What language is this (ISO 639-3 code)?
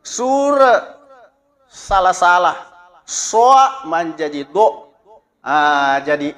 bug